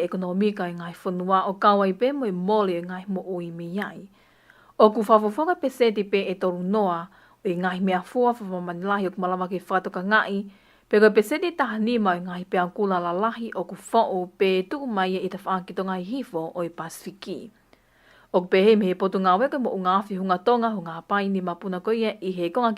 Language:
Tongan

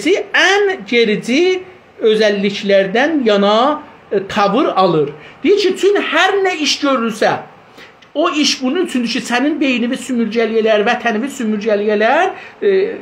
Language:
South Azerbaijani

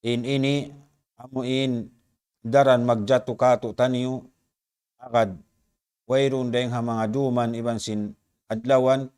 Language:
Tausug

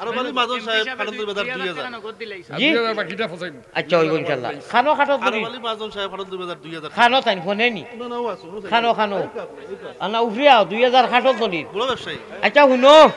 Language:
Sylheti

